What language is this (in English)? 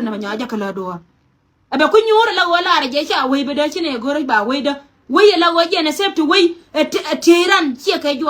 Nuer